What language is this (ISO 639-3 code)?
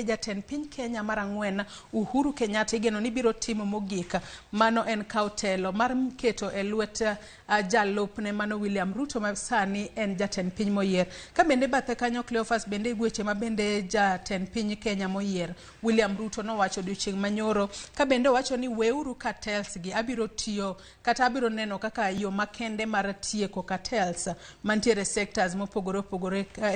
luo